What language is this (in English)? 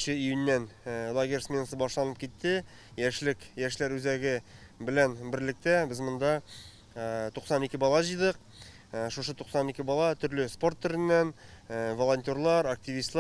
Tatar